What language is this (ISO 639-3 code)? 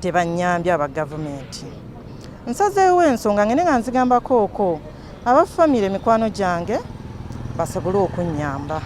lug